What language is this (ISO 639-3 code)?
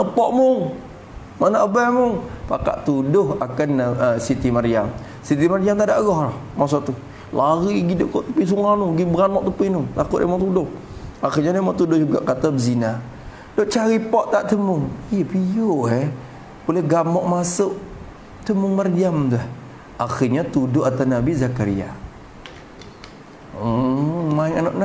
msa